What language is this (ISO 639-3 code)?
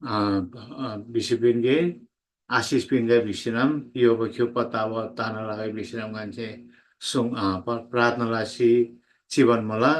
taj